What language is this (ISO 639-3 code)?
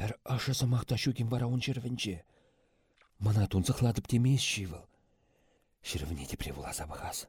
chv